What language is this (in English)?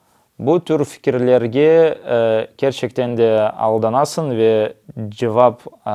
Crimean Tatar